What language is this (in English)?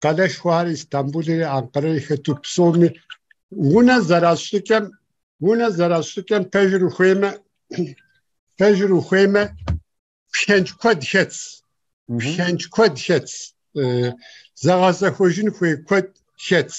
Kabardian